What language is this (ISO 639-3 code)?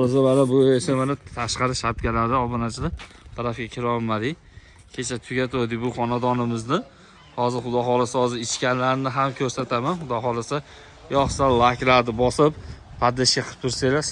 uzb